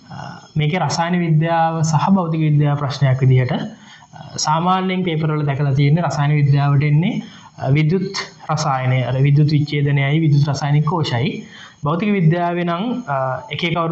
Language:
Sinhala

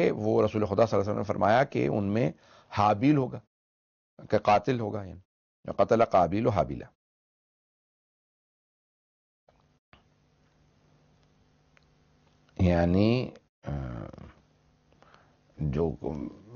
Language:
Urdu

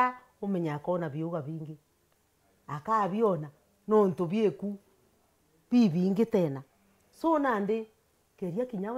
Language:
Meru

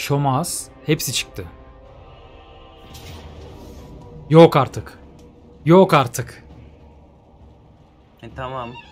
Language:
Turkish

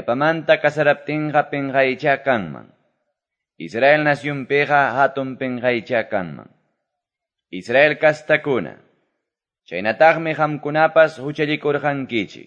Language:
Quechua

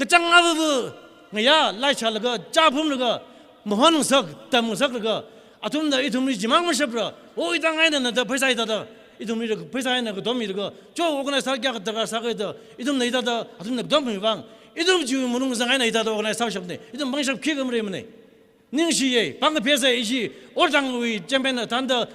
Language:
Tangkhul Naga (India)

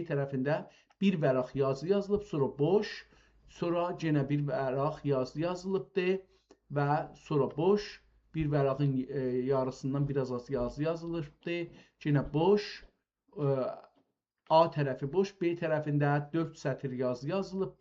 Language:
South Azerbaijani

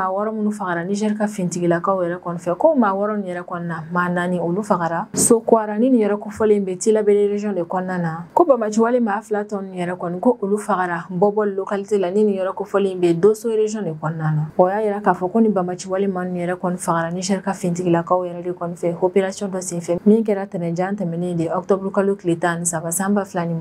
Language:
Bambara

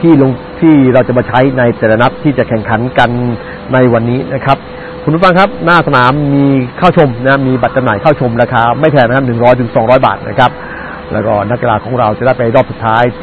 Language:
Thai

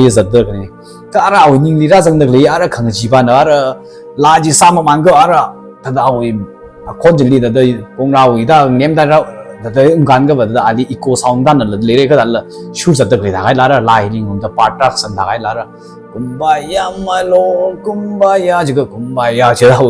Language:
Tangkhul Naga (India)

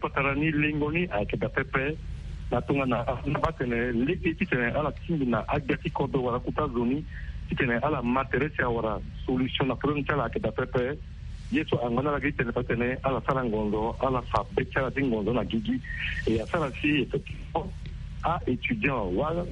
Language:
Sango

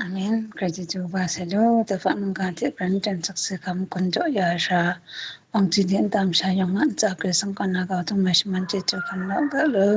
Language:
Kachin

